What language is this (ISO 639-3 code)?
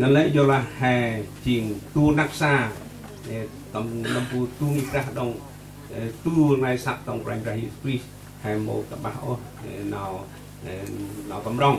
cmo